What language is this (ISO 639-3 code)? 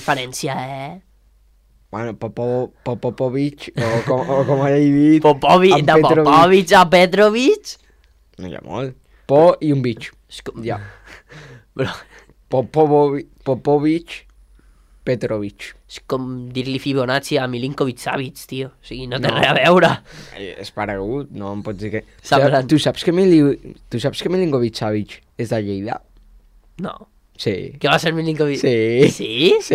cat